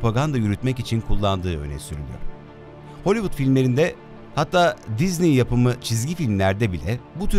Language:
Turkish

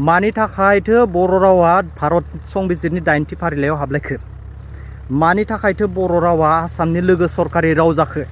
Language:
Bodo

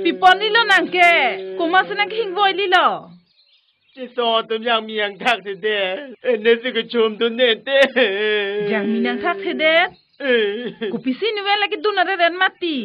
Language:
Karbi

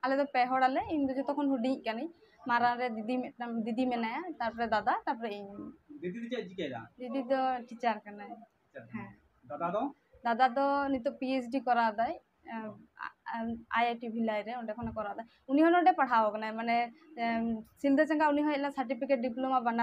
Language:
Santali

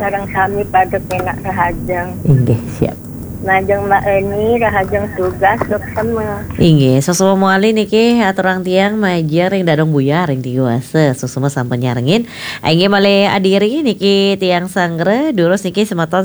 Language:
Balinese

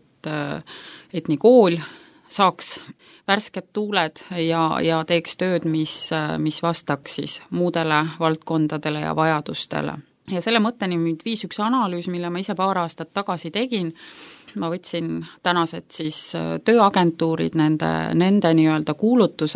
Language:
Estonian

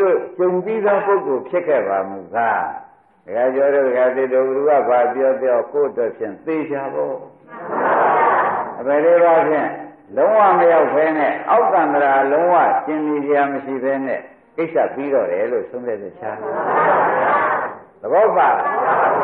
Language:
Burmese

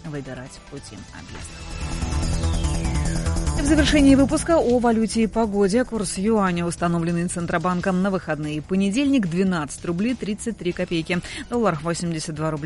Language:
Russian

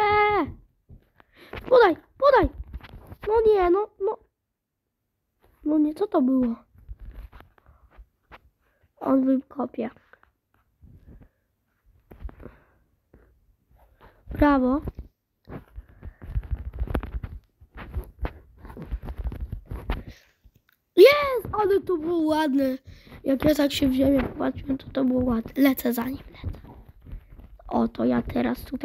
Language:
Polish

